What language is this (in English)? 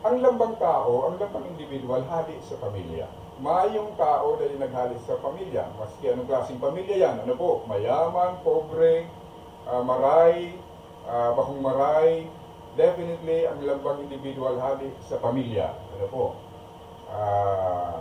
Bikol